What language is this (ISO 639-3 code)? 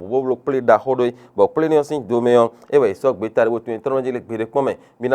fon